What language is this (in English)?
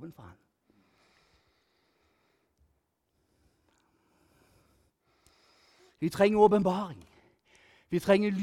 Norwegian